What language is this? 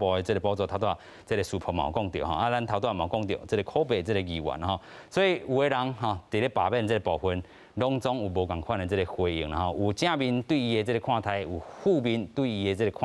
Min Nan Chinese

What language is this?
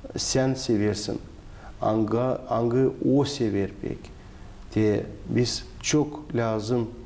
Gagauz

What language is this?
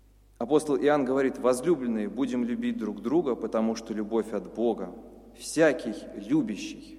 Russian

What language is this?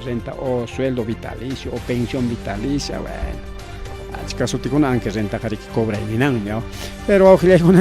Ayacucho Quechua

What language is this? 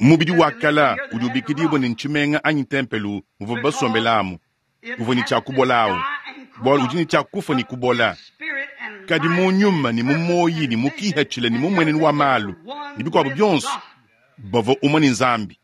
Luba-Lulua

